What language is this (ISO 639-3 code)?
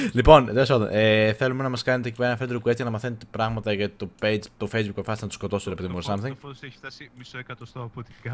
ell